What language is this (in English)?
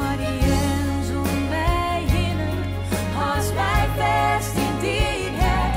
Western Frisian